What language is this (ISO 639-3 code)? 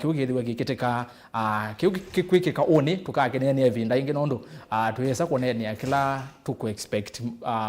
kam